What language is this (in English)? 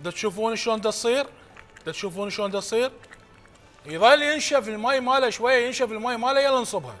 Mesopotamian Arabic